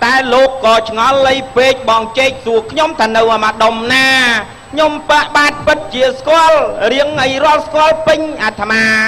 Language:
Khmer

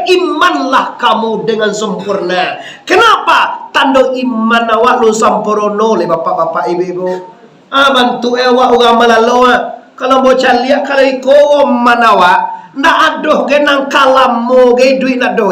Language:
Minangkabau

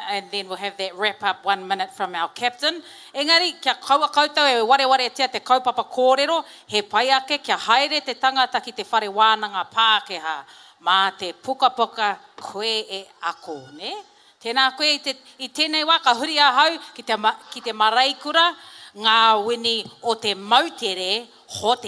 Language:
Māori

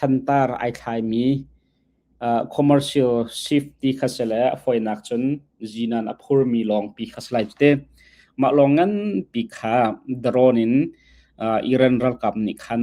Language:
Hakha Chin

